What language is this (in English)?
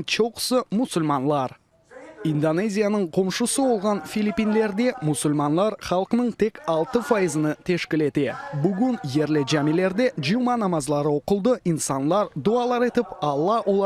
Crimean Tatar